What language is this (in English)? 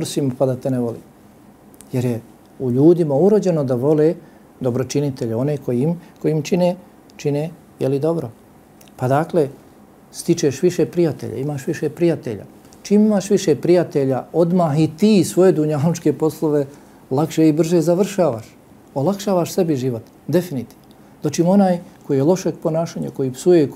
Bosnian